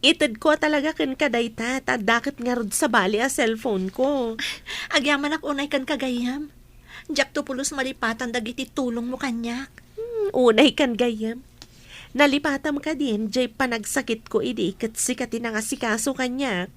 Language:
Iloko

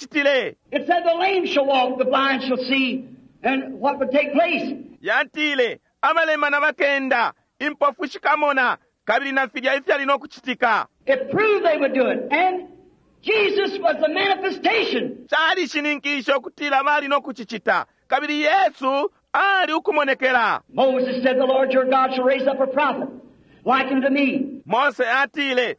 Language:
Bemba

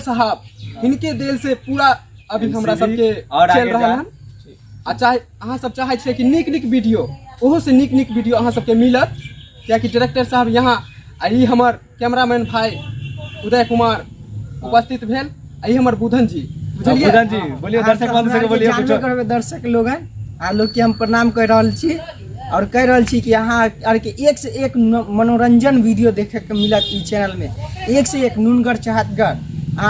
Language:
Maithili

